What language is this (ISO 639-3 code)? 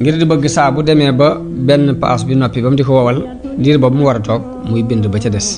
wol